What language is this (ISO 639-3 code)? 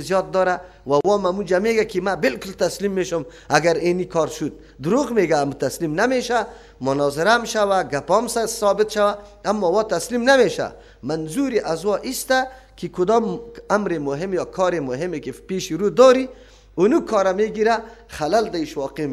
fas